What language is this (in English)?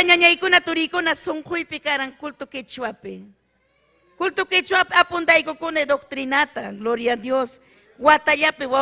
Ayacucho Quechua